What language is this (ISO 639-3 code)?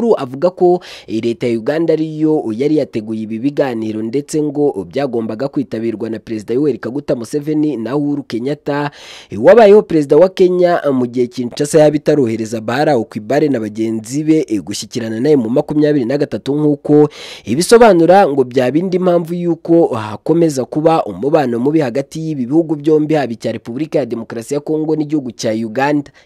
kin